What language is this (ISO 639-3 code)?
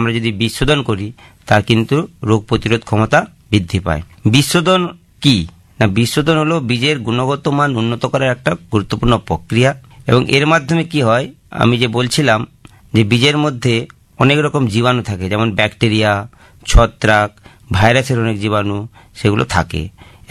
ben